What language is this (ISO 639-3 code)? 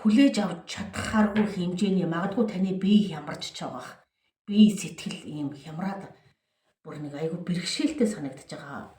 mon